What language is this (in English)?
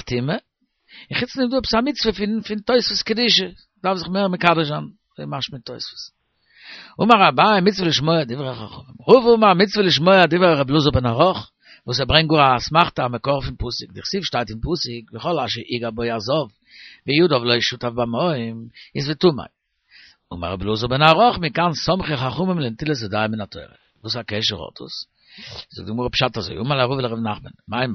Yiddish